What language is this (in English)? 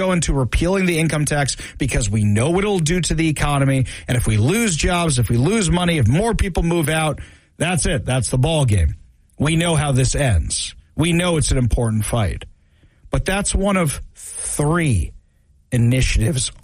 English